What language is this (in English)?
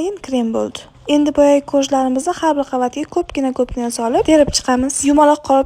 Uzbek